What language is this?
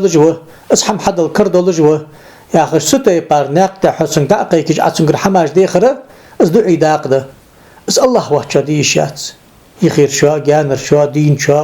Ingush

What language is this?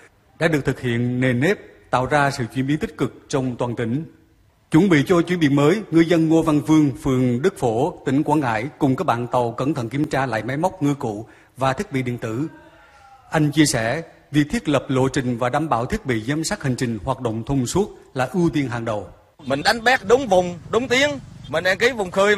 Vietnamese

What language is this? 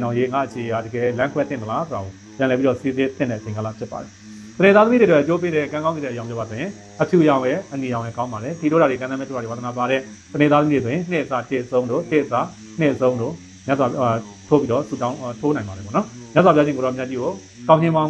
Burmese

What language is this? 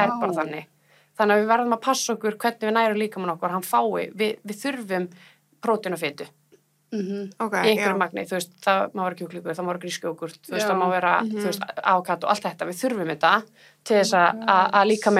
Icelandic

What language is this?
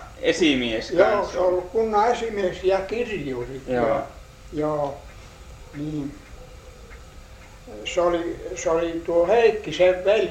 Finnish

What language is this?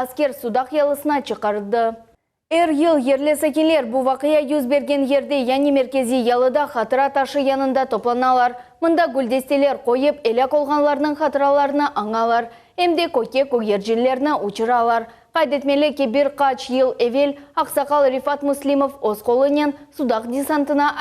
Crimean Tatar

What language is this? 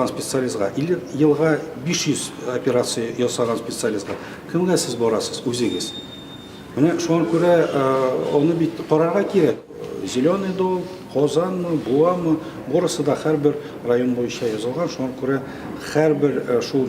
Tatar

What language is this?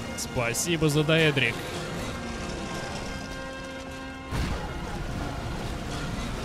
Russian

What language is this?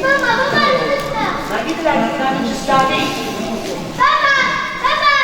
Neapolitan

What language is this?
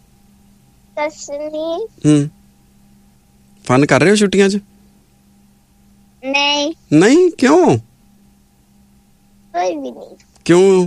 Punjabi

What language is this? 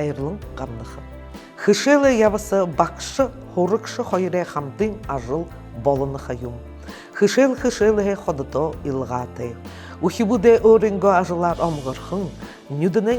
Buriat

